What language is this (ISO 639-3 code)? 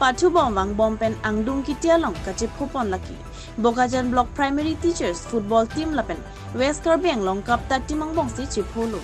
mjw